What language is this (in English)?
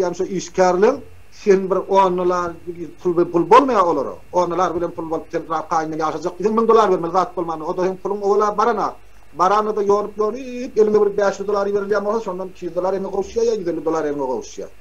Turkmen